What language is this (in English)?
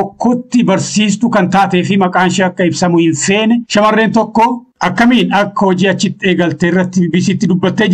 Oromo